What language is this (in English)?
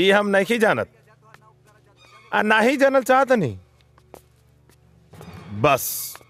Bhojpuri